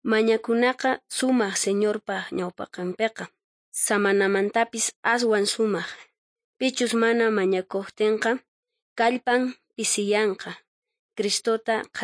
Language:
South Bolivian Quechua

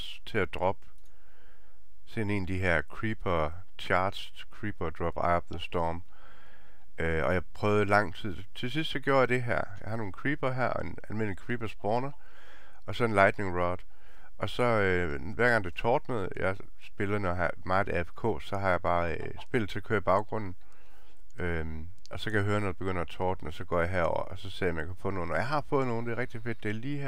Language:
Danish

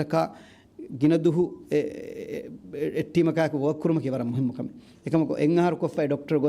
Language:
Divehi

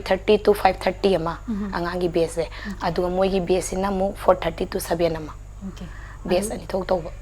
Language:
Manipuri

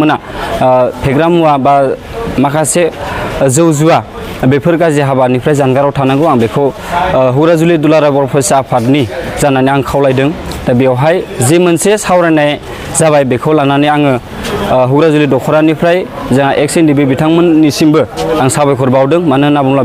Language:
Bodo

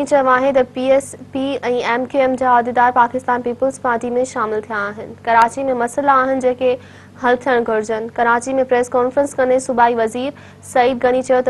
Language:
Sindhi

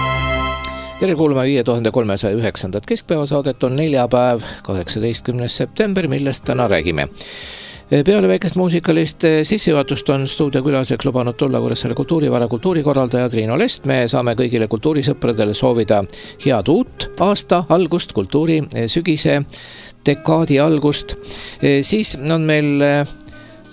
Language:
Estonian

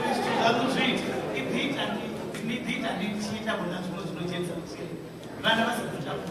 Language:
Venda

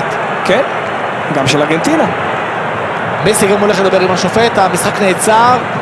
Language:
Hebrew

